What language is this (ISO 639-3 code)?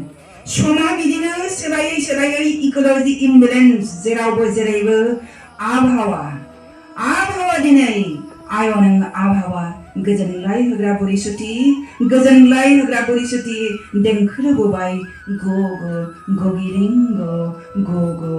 brx